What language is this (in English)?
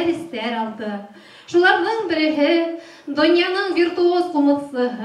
Bashkir